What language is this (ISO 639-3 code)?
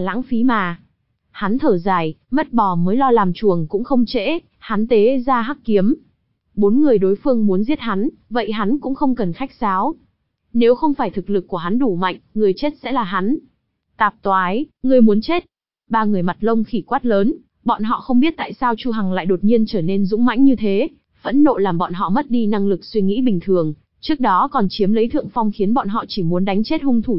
vie